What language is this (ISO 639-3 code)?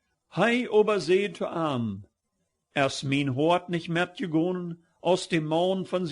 pdt